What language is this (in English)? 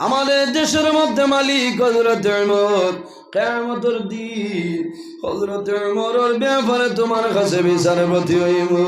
Sylheti